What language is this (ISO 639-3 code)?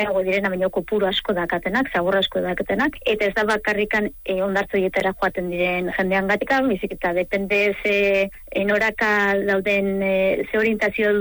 eus